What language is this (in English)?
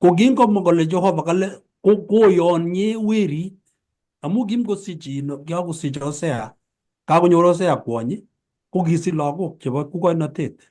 Kalenjin